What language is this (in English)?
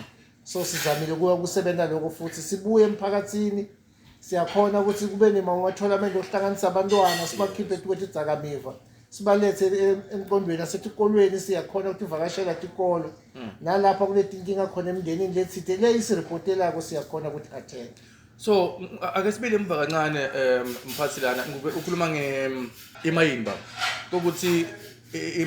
Zulu